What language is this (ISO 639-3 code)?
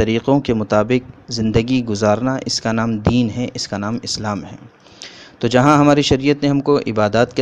urd